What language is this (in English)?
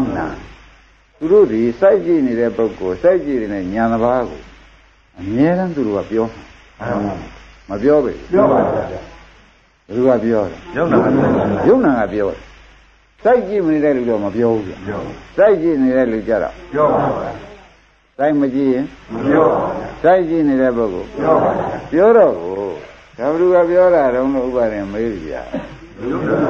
Burmese